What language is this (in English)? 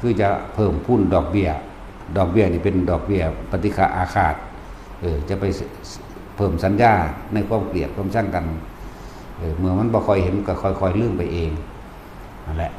Lao